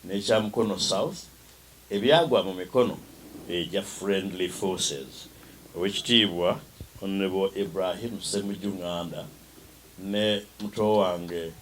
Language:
Ganda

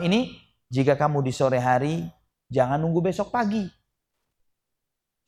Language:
Indonesian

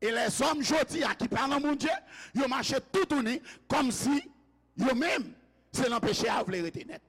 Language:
Haitian Creole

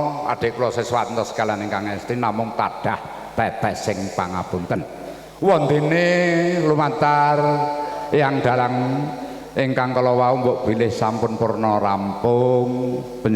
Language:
Javanese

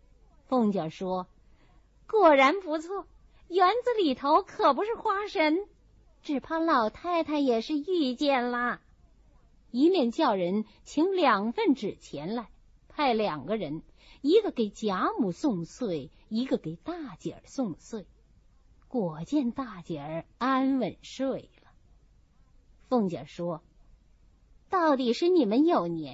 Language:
Chinese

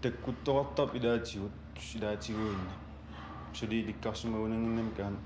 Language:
Kalaallisut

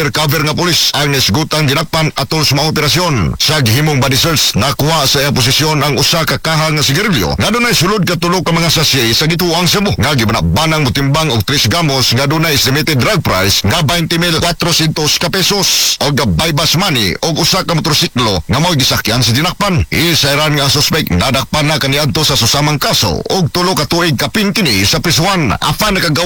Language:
Cebuano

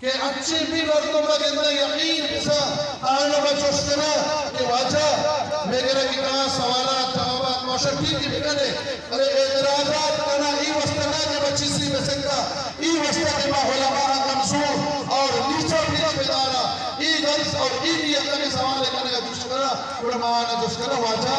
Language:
Eastern Balochi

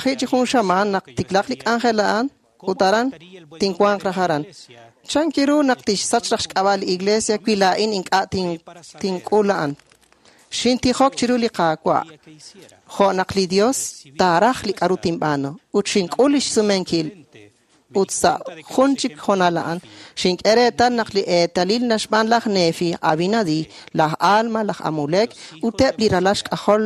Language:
Kekchí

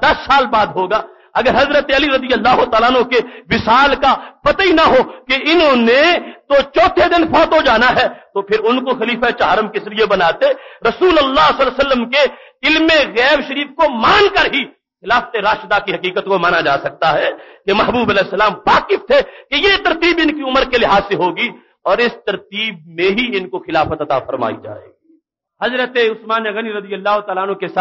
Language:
Urdu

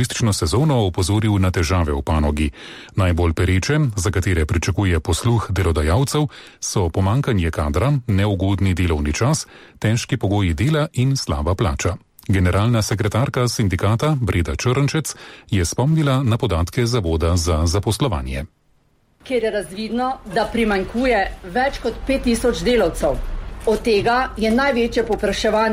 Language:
Slovenian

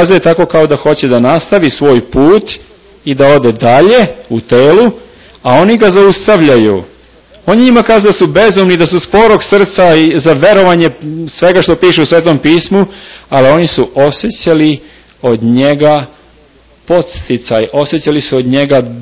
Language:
Serbian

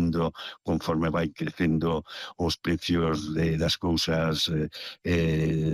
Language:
Galician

